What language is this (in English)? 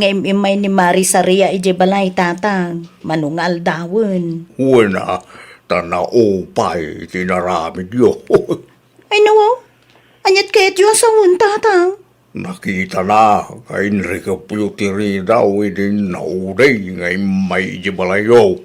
Iloko